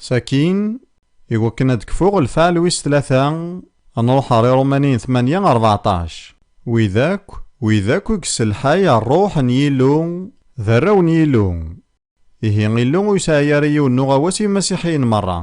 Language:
Kabyle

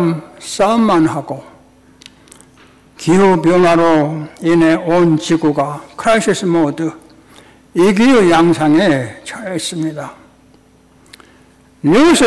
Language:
Korean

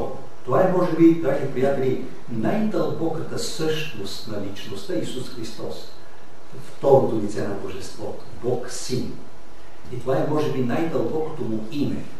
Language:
Bulgarian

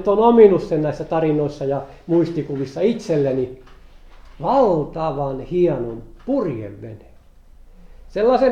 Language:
Finnish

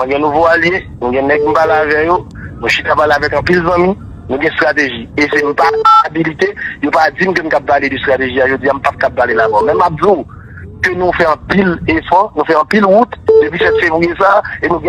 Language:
Haitian Creole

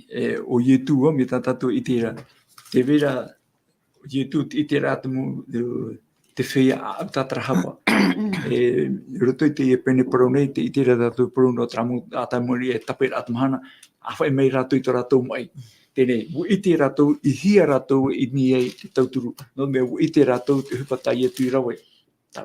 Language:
Tahitian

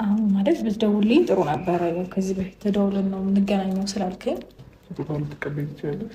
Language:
Amharic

